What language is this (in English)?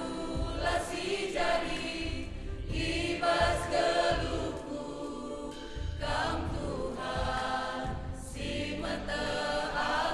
Batak Karo